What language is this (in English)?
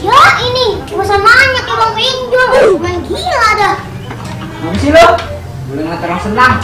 Betawi